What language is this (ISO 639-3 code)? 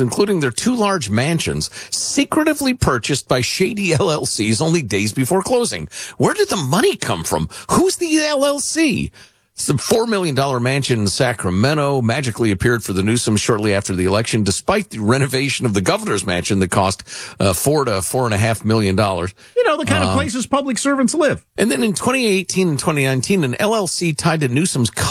eng